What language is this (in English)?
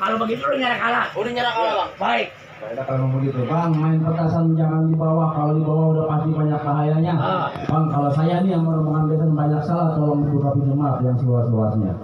Betawi